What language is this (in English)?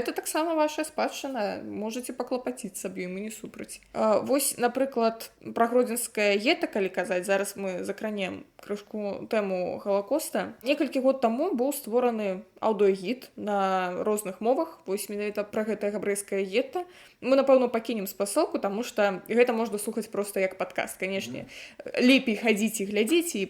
Belarusian